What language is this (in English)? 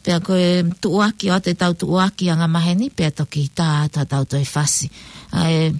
Tongan